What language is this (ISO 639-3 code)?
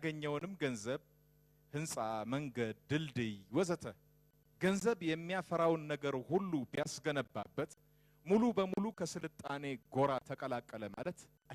amh